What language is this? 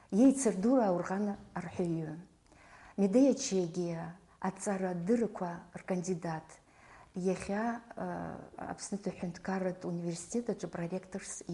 Abkhazian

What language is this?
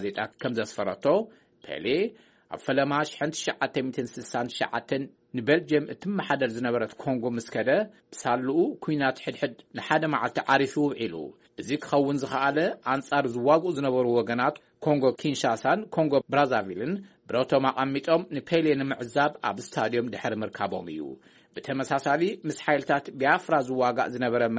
Tigrinya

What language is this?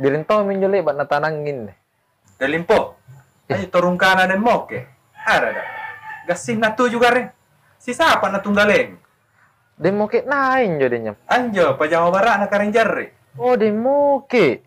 Makasar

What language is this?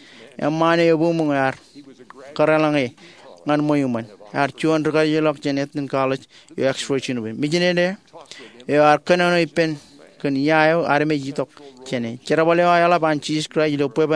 Marshallese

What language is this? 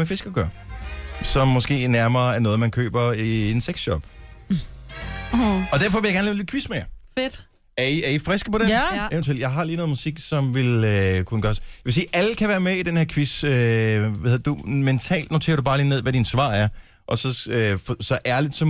Danish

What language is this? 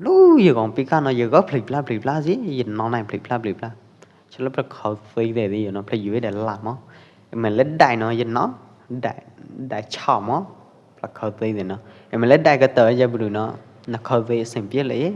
Pwo Eastern Karen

